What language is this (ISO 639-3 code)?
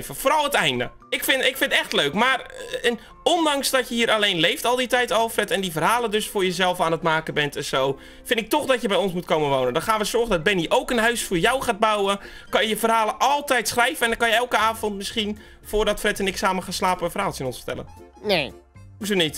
nld